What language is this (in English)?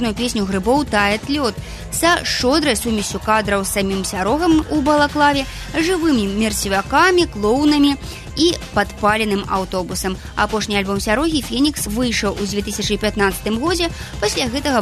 Belarusian